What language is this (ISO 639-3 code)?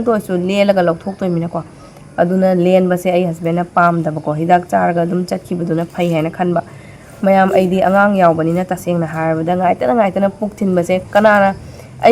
mni